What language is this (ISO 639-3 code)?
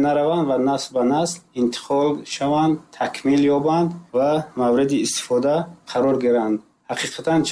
tgk